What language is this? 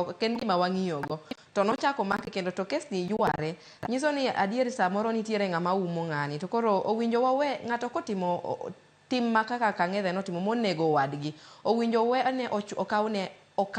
Luo (Kenya and Tanzania)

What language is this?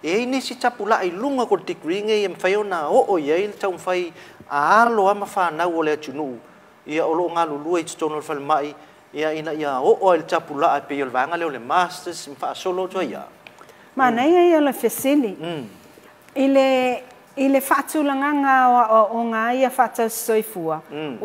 Samoan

